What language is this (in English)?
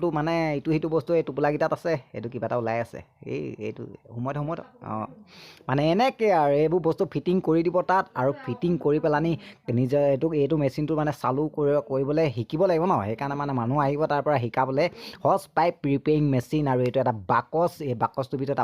Assamese